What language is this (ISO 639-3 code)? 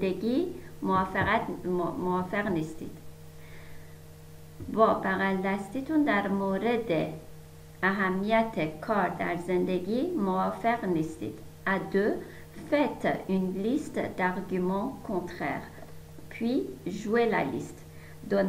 fas